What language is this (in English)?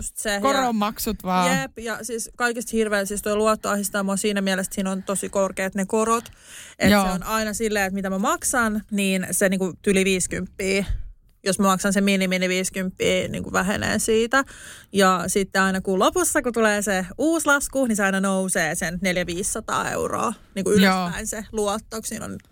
Finnish